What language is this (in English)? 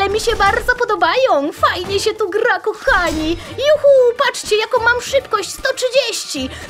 Polish